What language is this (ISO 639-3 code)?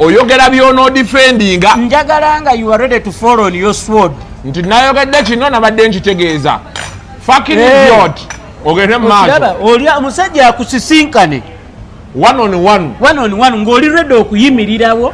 lug